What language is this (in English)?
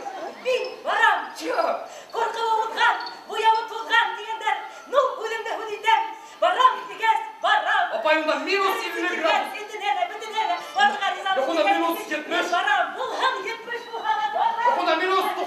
Bashkir